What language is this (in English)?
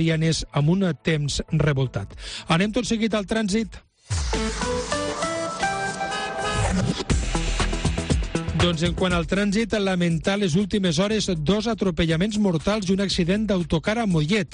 Catalan